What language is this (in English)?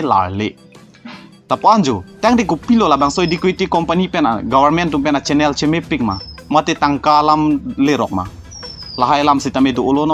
Karbi